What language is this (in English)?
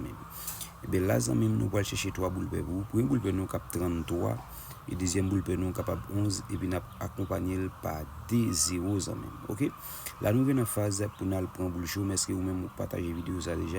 Haitian Creole